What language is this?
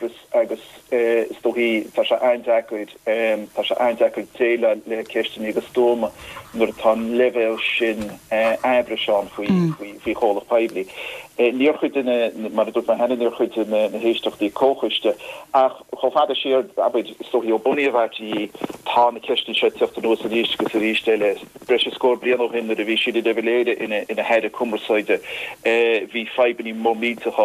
Irish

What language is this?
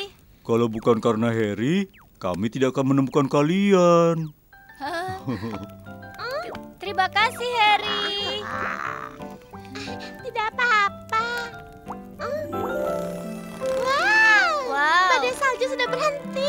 Indonesian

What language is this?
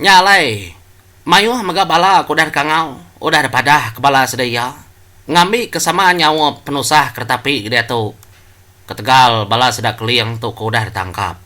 Iban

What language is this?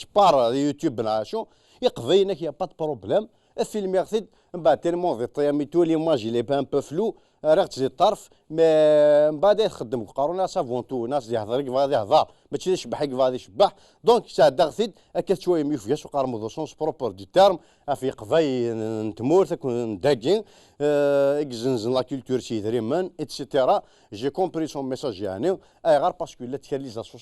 Kabyle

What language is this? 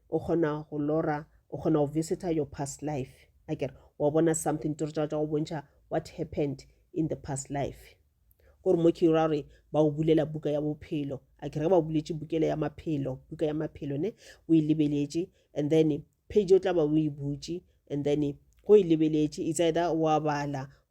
Northern Sotho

